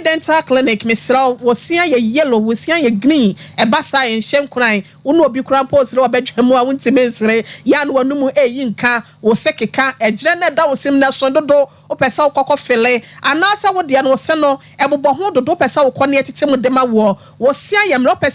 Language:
Akan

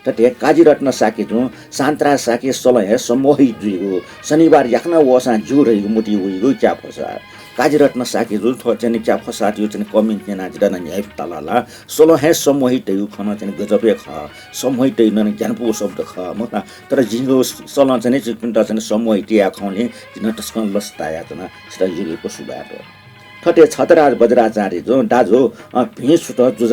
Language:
Newari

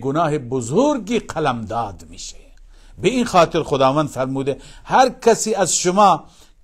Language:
Persian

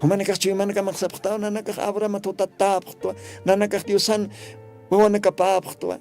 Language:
Aymara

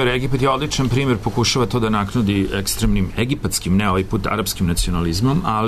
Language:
Serbian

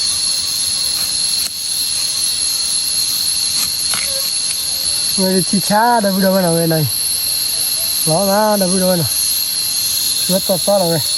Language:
S'gaw Karen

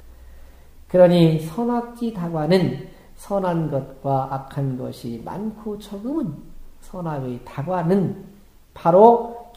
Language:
Korean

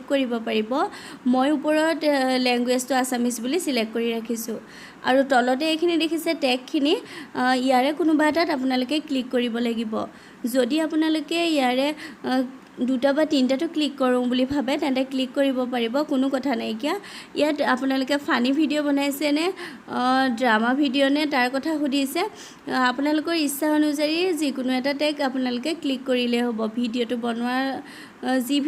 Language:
Assamese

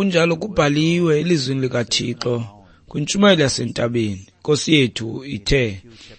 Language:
Xhosa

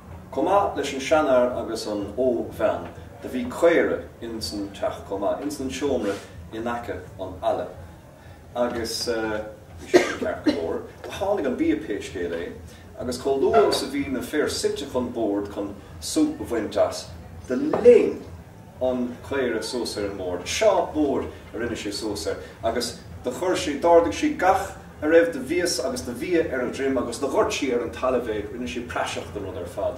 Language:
Irish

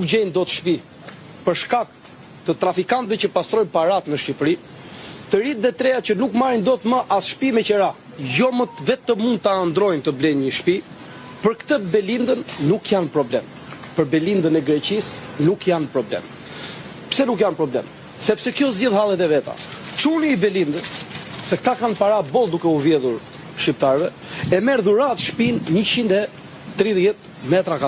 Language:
Albanian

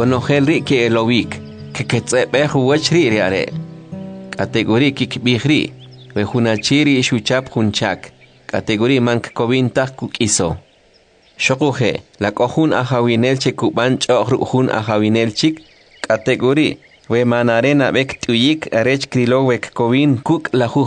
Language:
Kʼicheʼ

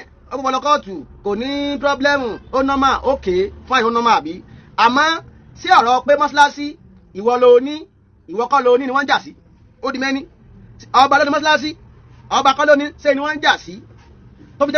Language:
Yoruba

